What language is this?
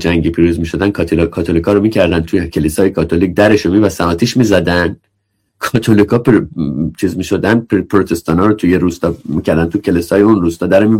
Persian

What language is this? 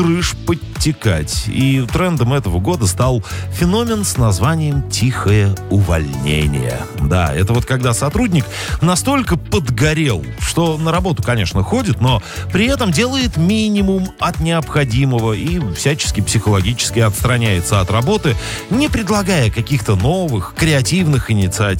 Russian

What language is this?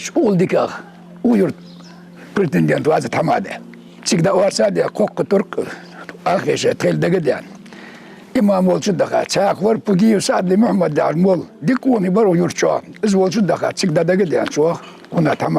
Ingush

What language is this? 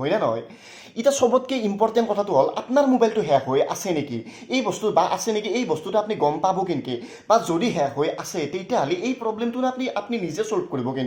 Assamese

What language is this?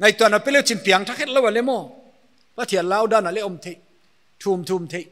Paite Chin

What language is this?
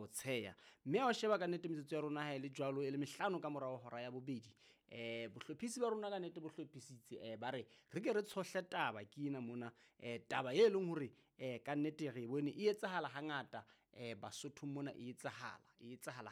Southern Sotho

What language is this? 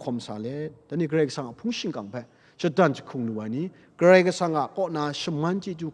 Kachin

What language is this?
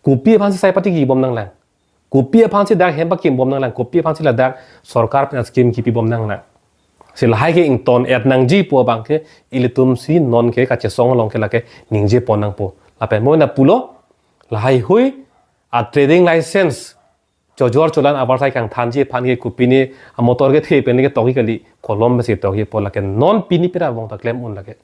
Karbi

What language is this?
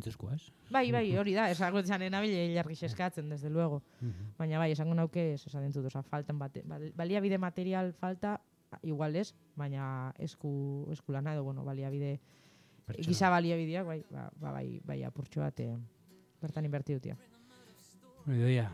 Basque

